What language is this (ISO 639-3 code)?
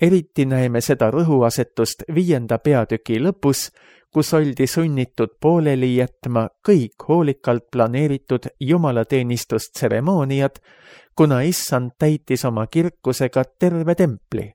est